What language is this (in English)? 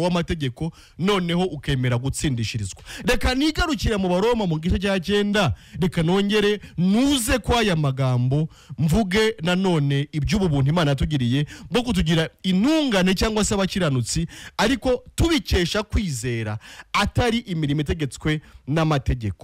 Kinyarwanda